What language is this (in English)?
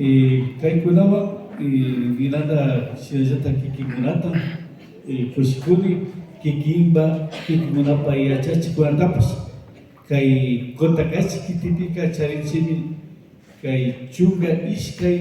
Imbabura Highland Quichua